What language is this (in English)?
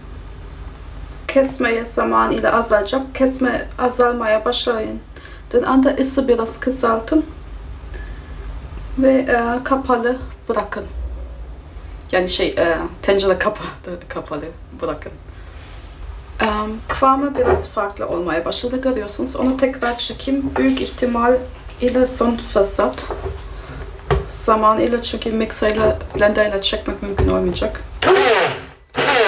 Turkish